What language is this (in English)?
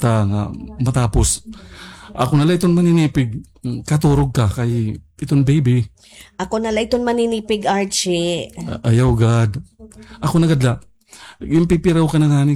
Waray